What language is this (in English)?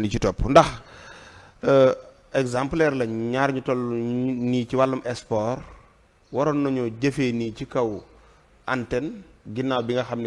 Wolof